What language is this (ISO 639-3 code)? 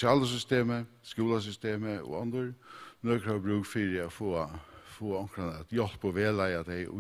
fao